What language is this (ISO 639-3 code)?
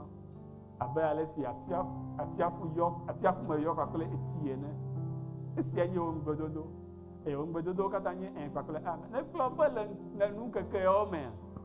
ewe